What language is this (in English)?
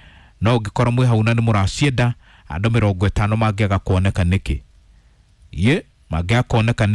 Kikuyu